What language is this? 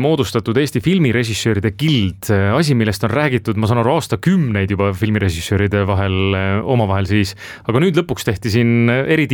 Estonian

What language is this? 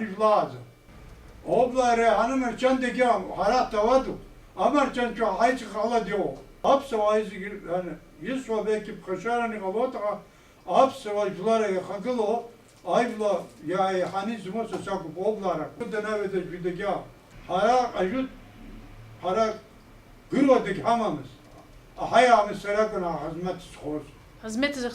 Abkhazian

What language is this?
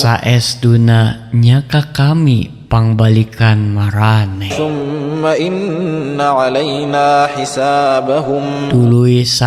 Sundanese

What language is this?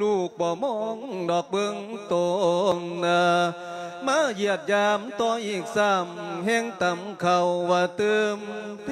Lao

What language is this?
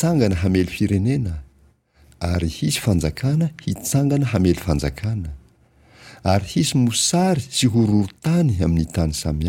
Malagasy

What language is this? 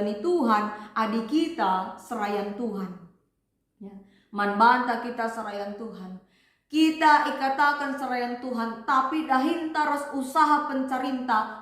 Batak Karo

